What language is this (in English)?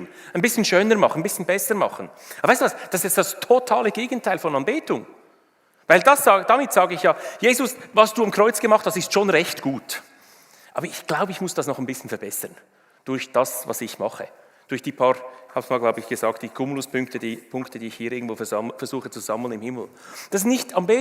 Swiss German